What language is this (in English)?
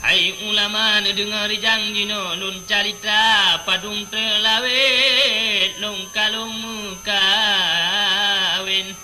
Achinese